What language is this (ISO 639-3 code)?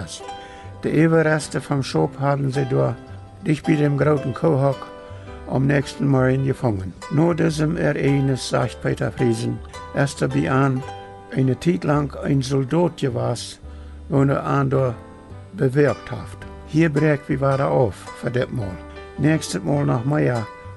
pdt